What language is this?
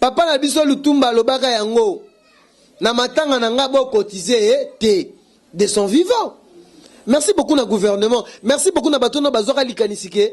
Lingala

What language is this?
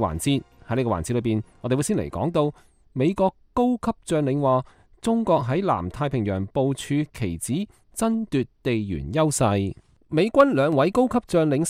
Cantonese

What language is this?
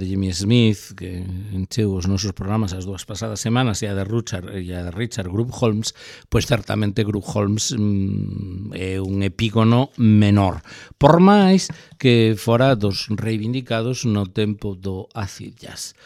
Galician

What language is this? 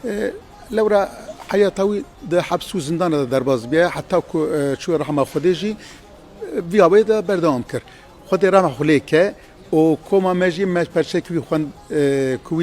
Kurdish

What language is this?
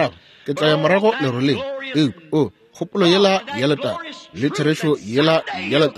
Northern Sotho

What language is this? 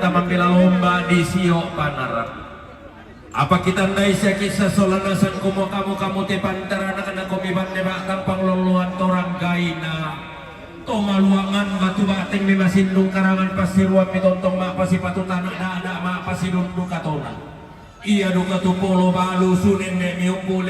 Toraja-Sa'dan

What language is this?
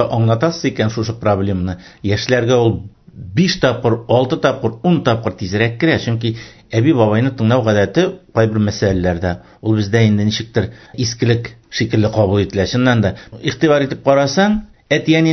Tatar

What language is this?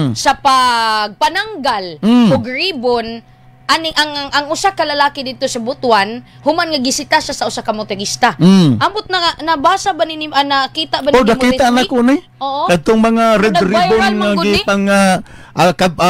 Cebuano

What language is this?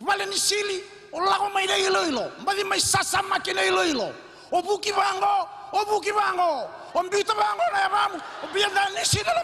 Fijian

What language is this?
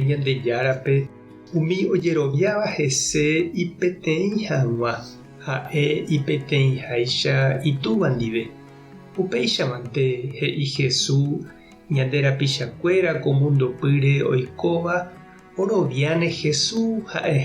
Guarani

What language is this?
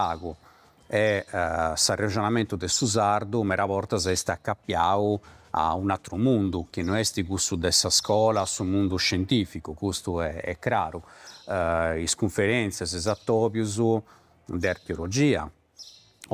Sardinian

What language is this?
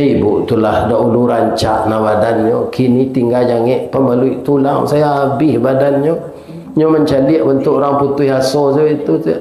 Minangkabau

